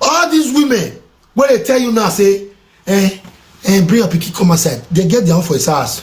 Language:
Nigerian Pidgin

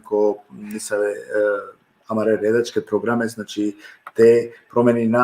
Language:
Balkan Romani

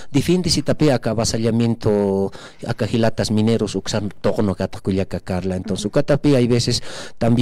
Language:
Aymara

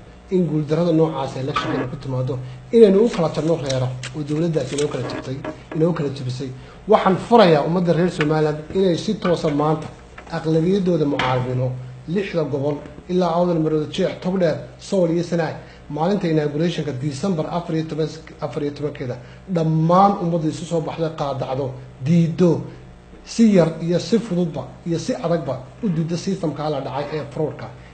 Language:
Somali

